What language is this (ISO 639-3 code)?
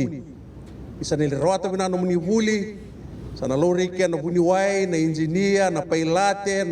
fij